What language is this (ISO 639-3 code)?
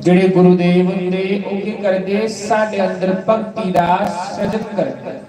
doi